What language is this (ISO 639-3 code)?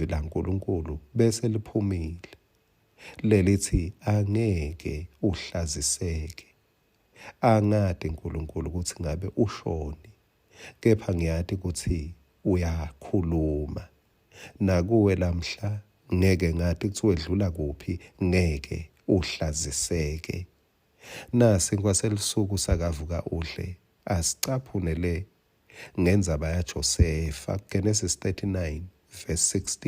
ssw